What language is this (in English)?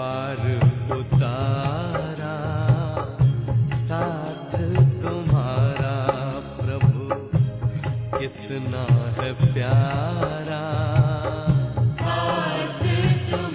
Hindi